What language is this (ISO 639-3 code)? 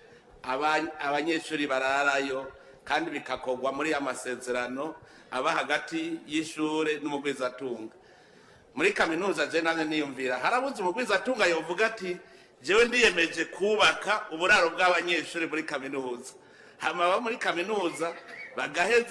run